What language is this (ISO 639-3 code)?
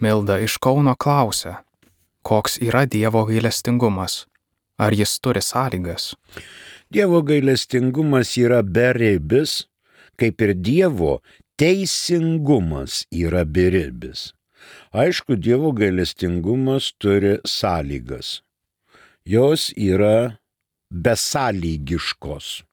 lit